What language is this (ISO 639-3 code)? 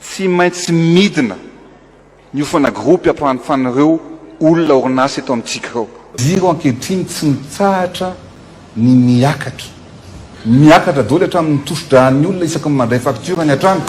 mlg